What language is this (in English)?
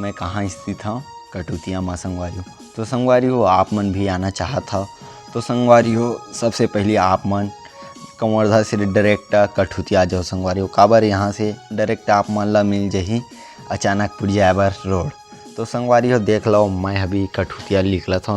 Chhattisgarhi